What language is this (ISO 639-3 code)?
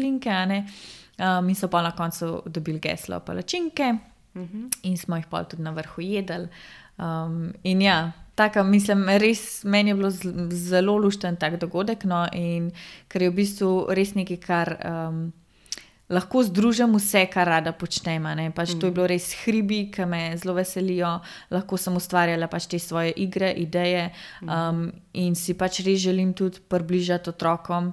slv